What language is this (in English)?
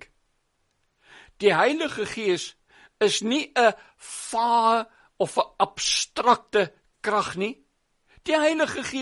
Afrikaans